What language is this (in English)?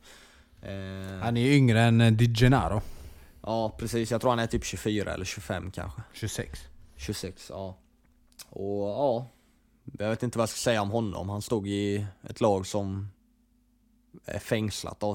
Swedish